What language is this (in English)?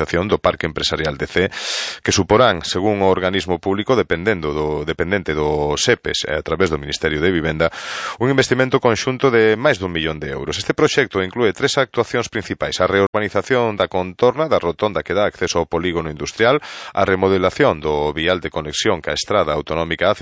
Galician